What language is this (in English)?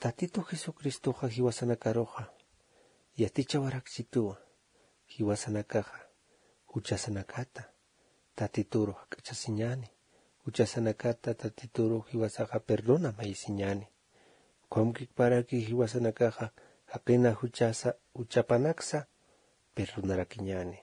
Aymara